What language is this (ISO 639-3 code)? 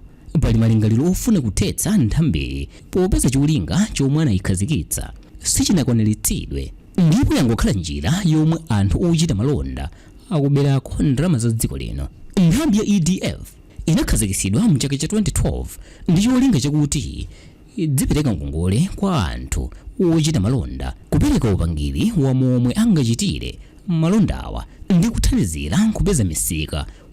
nya